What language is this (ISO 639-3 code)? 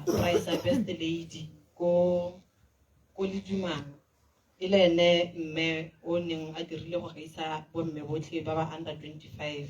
tsn